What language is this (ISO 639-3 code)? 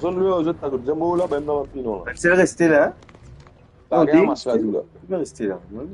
mfe